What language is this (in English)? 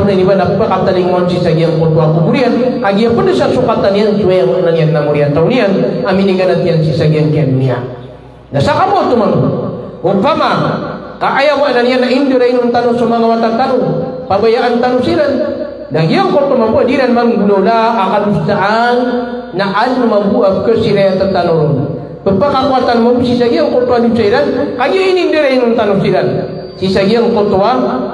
Maranao